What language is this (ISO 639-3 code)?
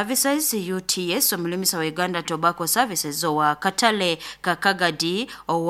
nyo